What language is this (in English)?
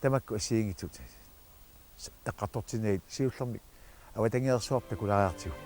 Kalaallisut